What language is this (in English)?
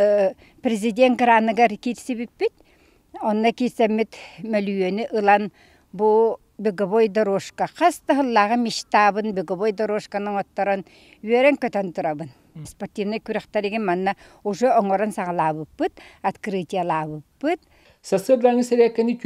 Yakut